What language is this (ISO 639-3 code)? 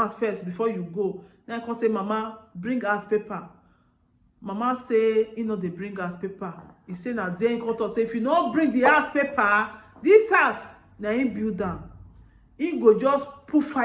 pcm